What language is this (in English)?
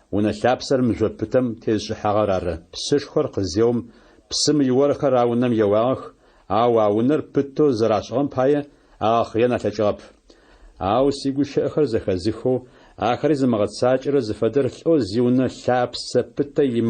Adyghe